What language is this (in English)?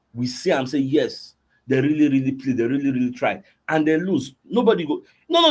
Nigerian Pidgin